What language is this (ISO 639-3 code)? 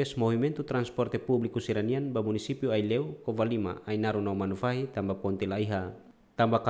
tet